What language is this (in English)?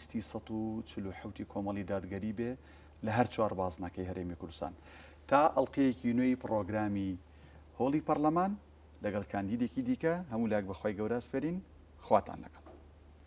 Central Kurdish